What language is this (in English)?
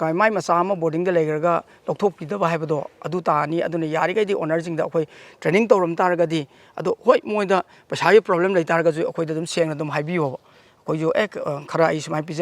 Manipuri